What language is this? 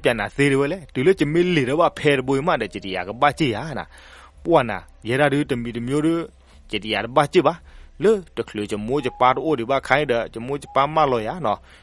S'gaw Karen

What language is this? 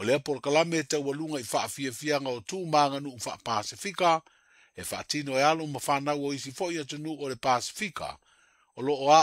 Samoan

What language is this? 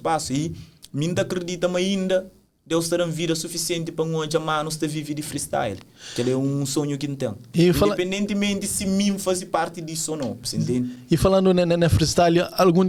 Kabuverdianu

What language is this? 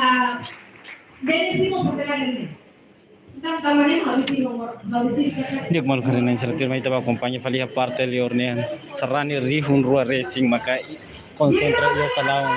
Tetum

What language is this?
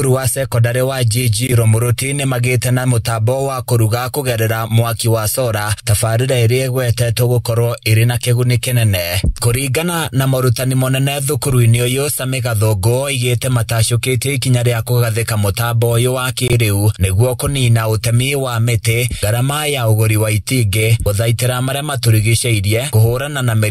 Kikuyu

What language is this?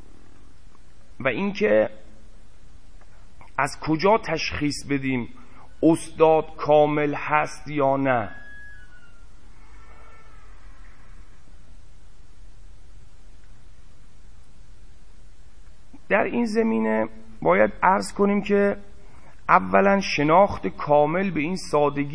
Persian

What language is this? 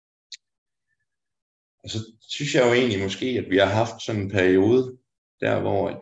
Danish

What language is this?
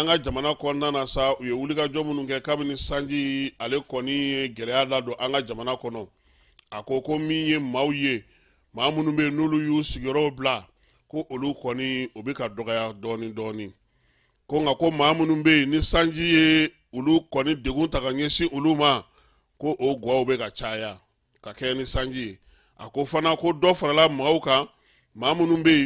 Bambara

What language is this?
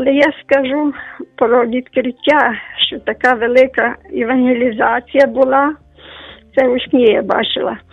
Ukrainian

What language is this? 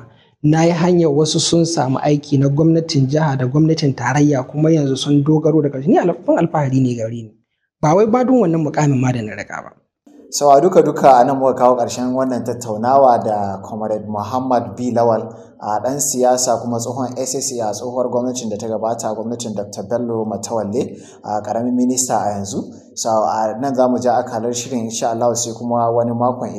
Hausa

